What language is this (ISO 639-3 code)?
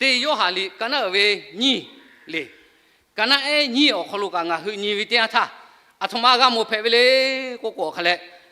lhu